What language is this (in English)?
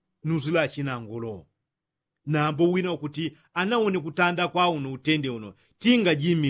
Yao